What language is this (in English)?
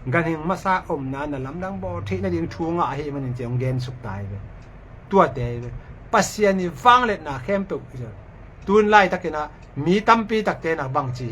Tedim Chin